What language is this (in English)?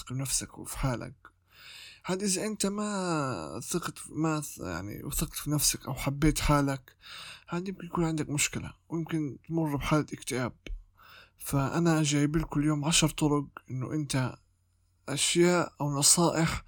North Levantine Arabic